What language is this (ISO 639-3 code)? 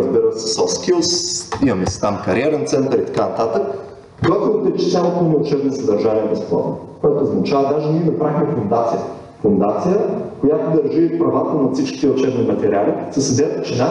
bul